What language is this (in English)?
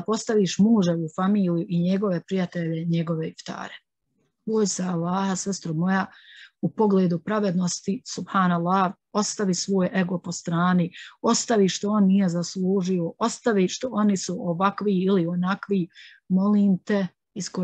Bosnian